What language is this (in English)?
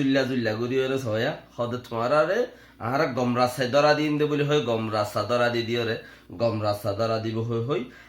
Rohingya